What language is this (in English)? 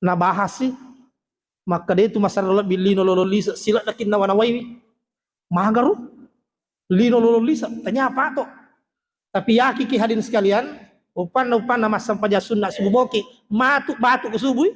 Buginese